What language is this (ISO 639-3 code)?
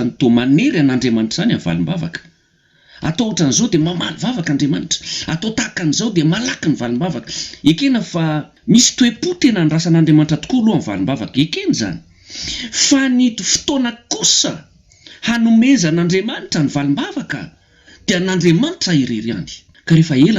mlg